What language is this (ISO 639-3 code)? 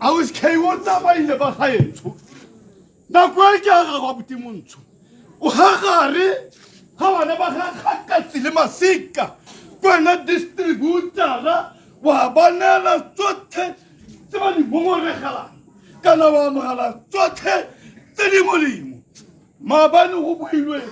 tsn